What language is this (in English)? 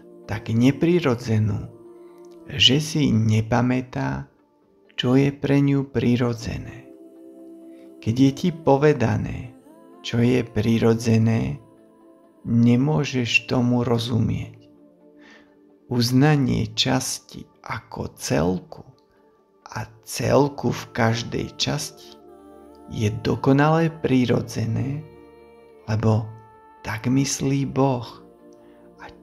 Slovak